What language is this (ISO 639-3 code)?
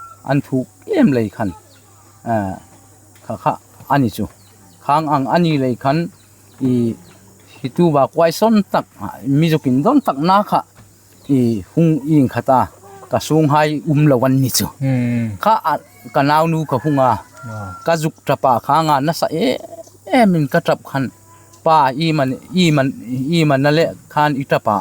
hmr